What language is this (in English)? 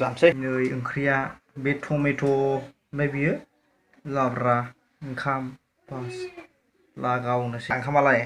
Bodo